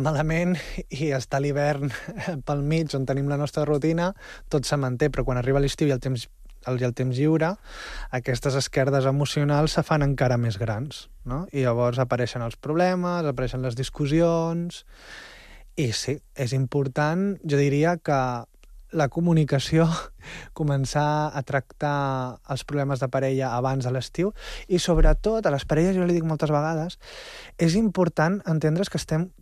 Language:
Catalan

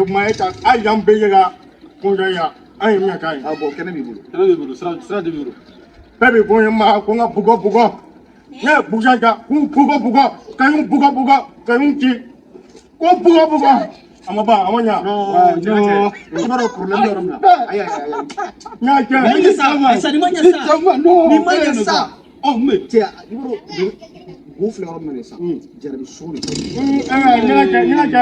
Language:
Bambara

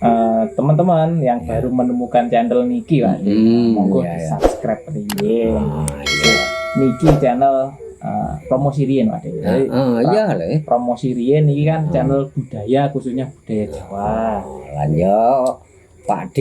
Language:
Javanese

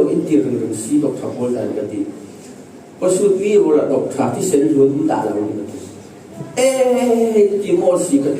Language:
Falam Chin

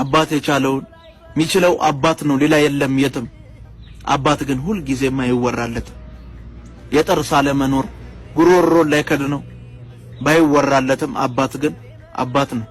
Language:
Amharic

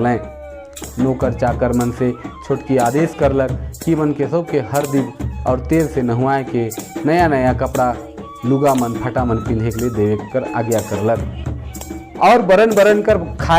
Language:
Sadri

